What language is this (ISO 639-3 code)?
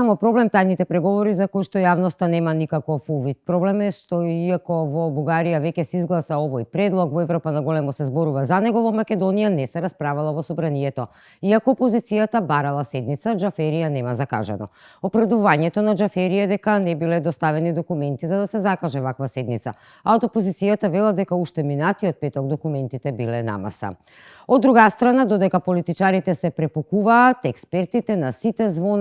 mkd